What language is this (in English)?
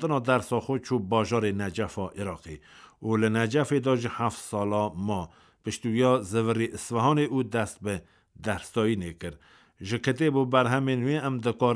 Kurdish